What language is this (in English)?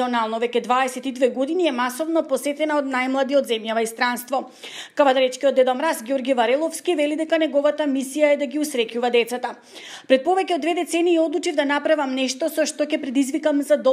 Macedonian